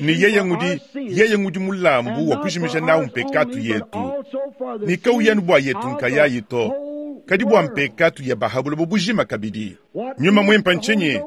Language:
Luba-Lulua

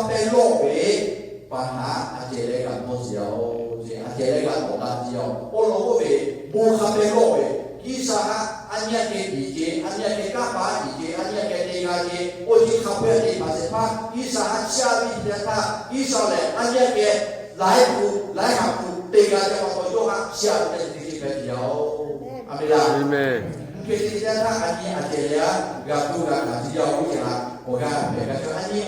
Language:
Lahu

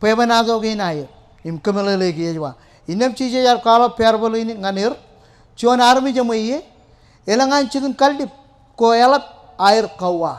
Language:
Marshallese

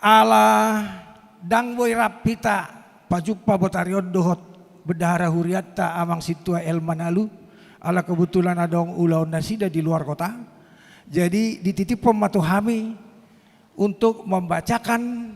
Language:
Batak Toba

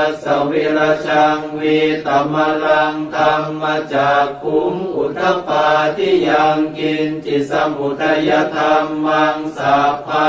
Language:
Pali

